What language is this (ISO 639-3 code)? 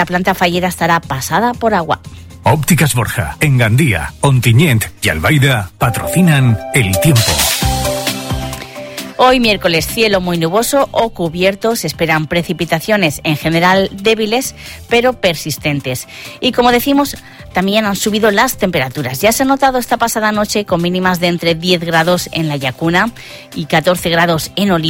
spa